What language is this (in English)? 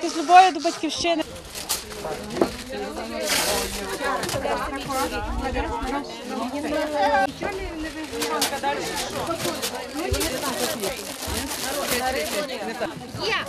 Ukrainian